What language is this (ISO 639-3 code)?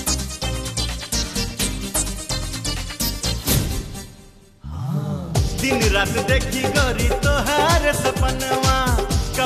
bho